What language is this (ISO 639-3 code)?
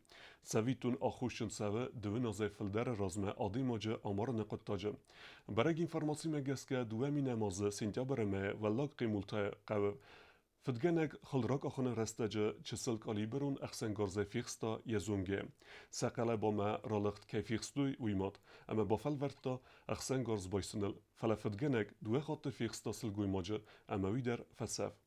oss